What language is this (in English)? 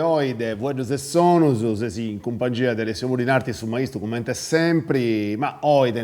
Sardinian